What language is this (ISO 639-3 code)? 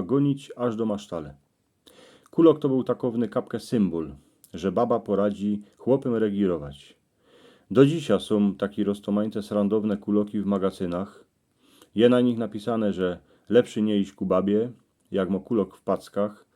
szl